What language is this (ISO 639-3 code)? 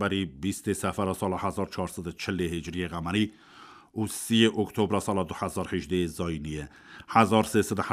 kur